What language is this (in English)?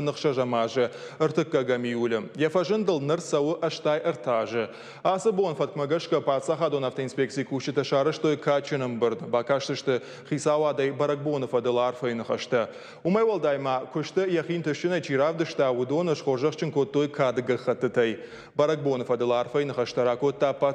Ossetic